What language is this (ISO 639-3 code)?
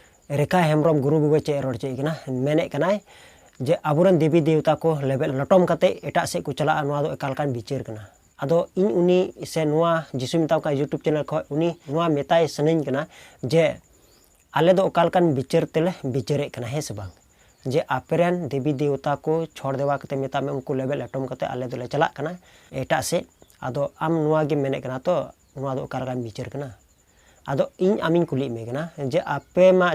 sat